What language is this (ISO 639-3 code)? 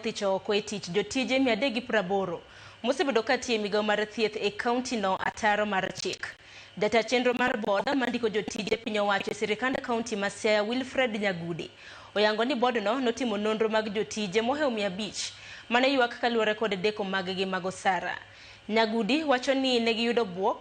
luo